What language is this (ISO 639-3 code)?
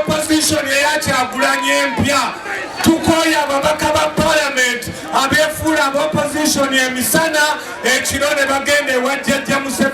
lug